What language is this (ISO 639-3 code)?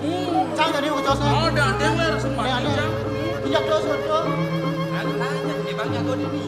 ban